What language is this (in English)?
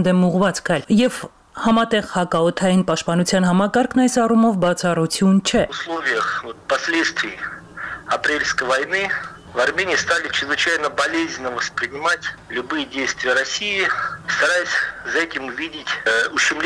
Armenian